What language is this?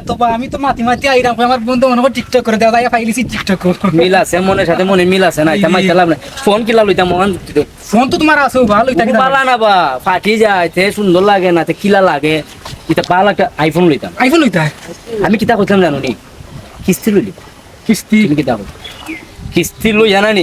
Sylheti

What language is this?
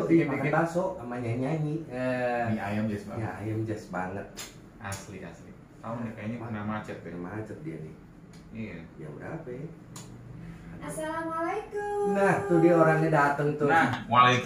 Indonesian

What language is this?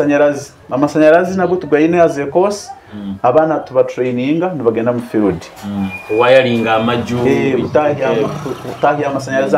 Nyoro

